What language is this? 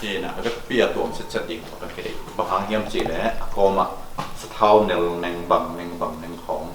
Tedim Chin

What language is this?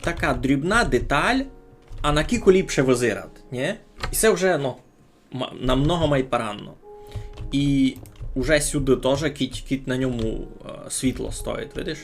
Rusyn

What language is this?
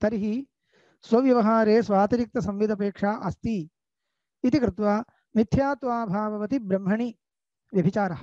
Sanskrit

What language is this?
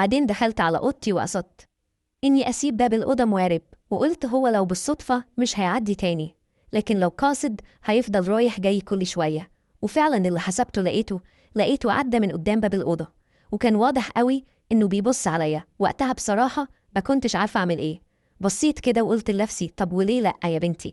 Egyptian Arabic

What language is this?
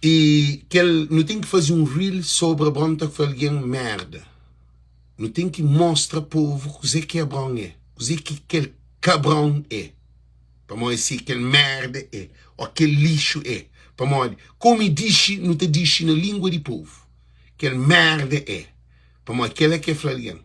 Kabuverdianu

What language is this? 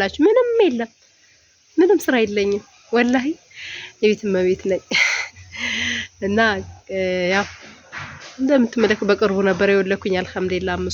Amharic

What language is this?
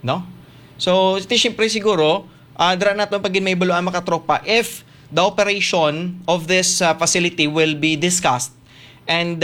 Hiligaynon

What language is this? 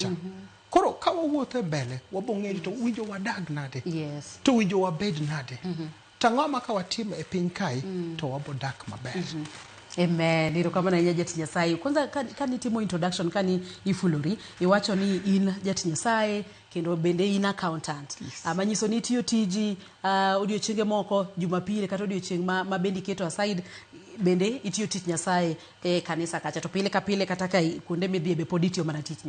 Luo (Kenya and Tanzania)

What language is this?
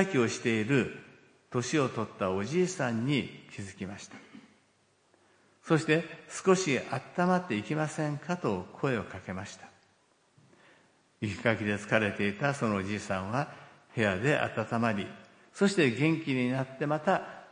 Japanese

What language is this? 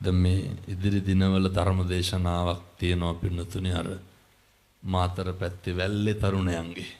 Sinhala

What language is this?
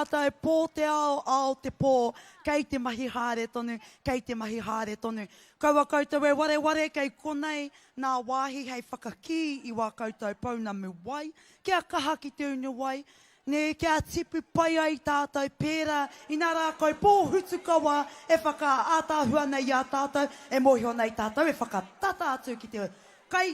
Māori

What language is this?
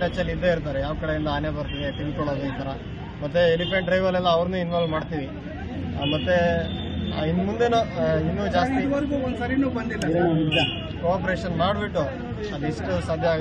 Kannada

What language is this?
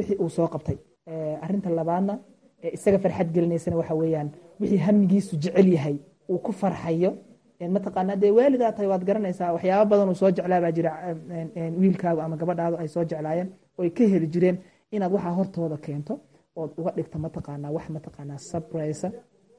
Somali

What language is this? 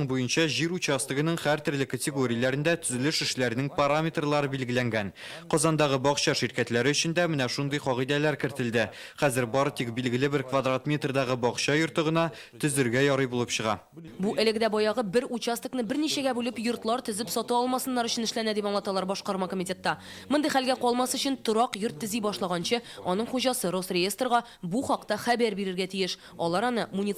Tatar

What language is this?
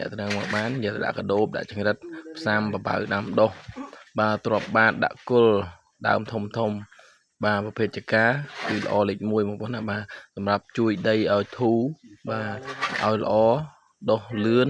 Khmer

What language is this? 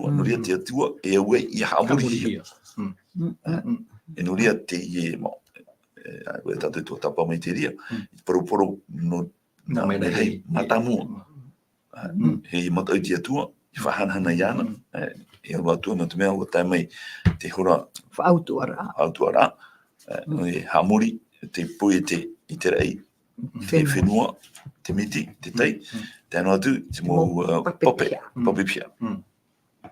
Tahitian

